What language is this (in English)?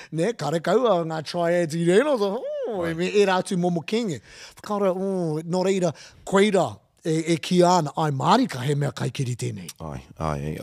Māori